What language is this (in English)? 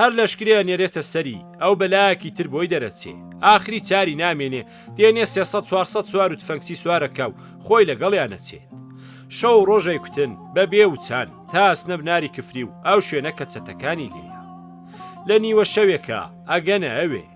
Central Kurdish